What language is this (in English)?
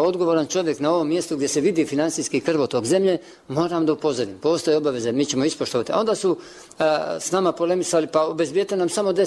Bosnian